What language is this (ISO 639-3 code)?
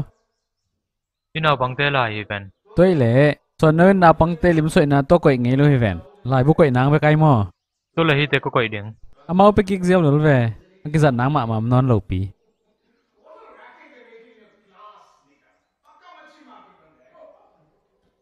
ctd